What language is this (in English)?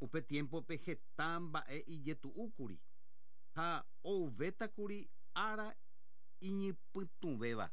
Guarani